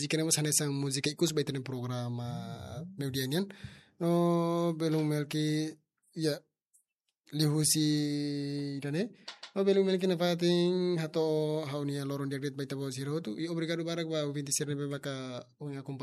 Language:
Tetum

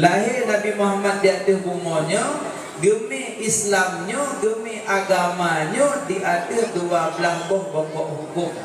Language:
Achinese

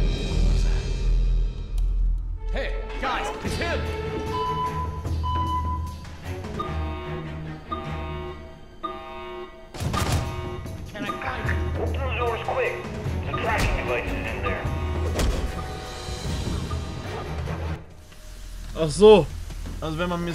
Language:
German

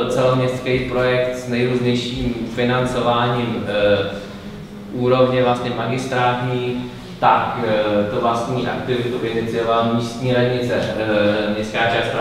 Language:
Czech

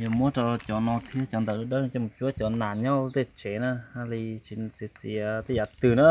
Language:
Hmong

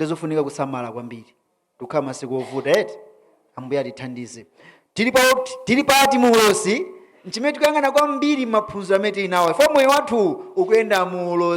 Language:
Nyanja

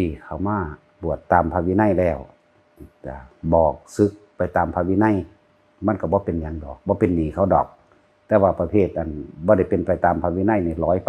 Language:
Northeastern Thai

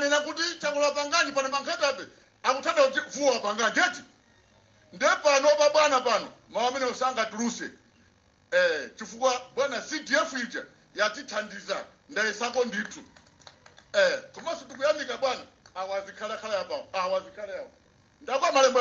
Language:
Nyanja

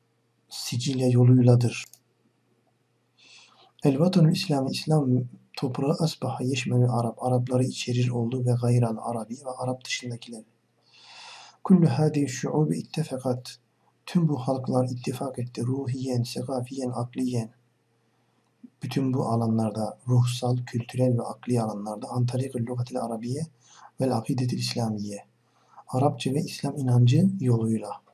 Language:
Turkish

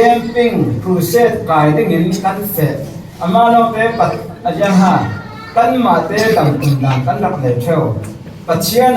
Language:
Falam Chin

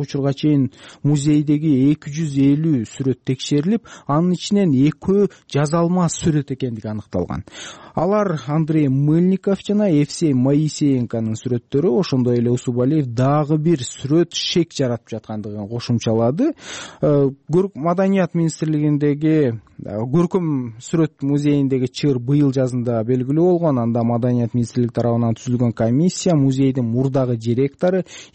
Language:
Kyrgyz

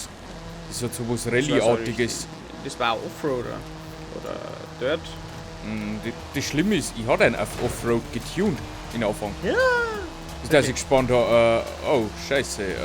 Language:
Bavarian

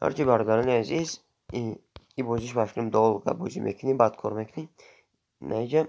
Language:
Tajik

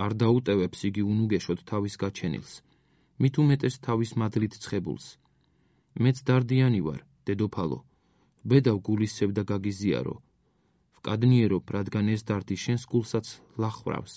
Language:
Georgian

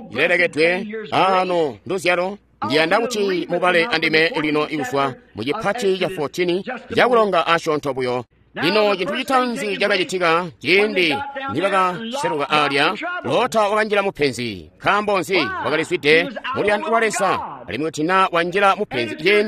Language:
Tonga (Zambia)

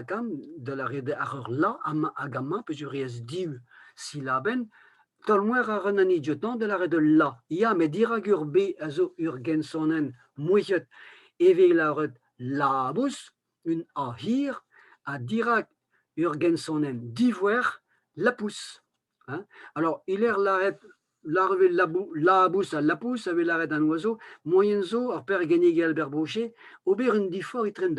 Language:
Breton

